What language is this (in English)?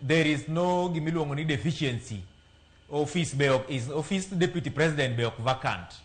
Luo (Kenya and Tanzania)